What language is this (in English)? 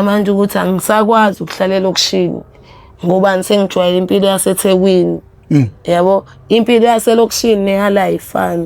Zulu